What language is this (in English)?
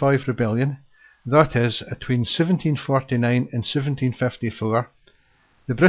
Scots